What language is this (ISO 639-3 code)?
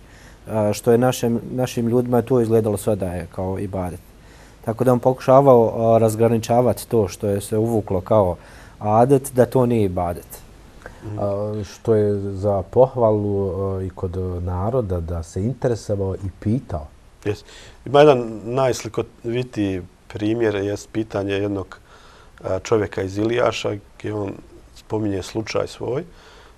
bos